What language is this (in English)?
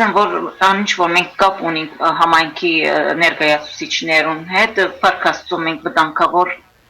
Western Armenian